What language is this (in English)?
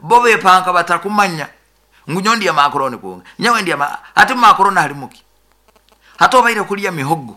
Nyoro